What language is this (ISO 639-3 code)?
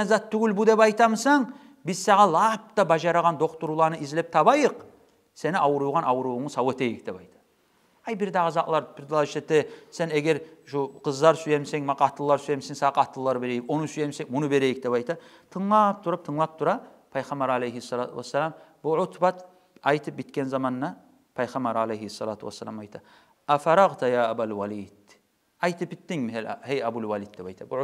kum